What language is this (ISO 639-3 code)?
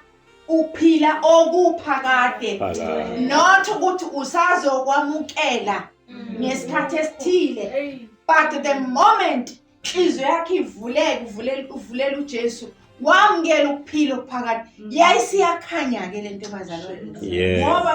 zul